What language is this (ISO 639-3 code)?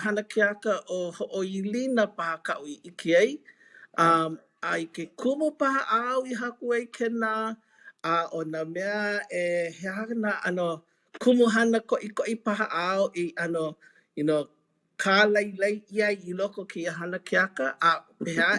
haw